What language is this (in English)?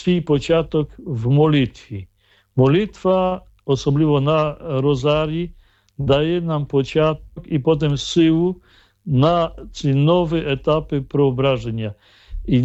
Ukrainian